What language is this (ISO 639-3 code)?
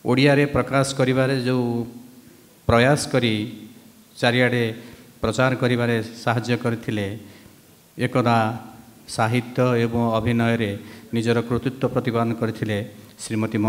ori